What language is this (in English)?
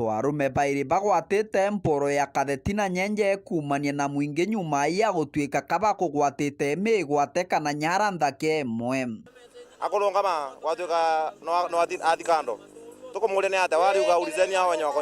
Meru